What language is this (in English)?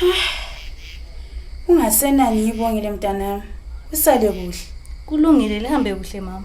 North Ndebele